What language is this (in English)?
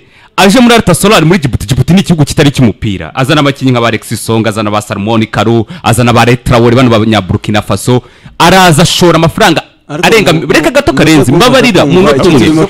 Kinyarwanda